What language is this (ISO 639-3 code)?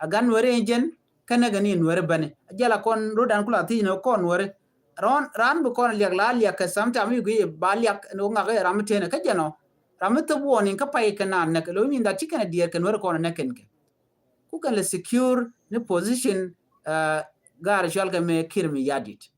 nus